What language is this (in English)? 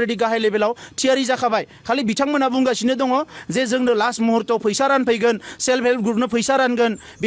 Bodo